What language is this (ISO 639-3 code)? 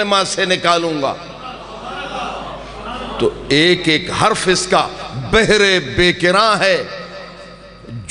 urd